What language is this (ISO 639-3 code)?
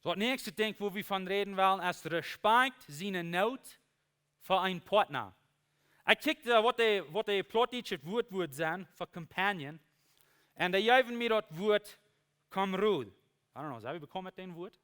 pdt